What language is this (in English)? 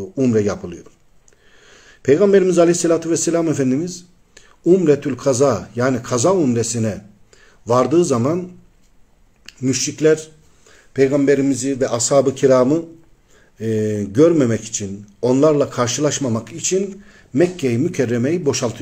Turkish